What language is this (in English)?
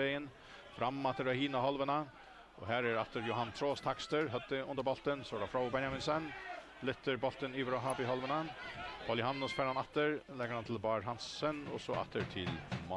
Faroese